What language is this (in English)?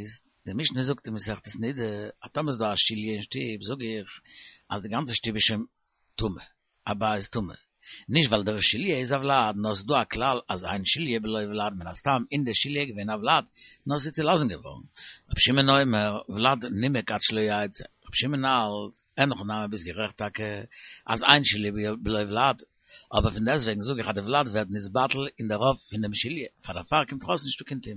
Yiddish